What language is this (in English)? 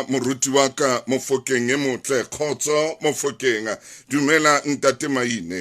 Southern Sotho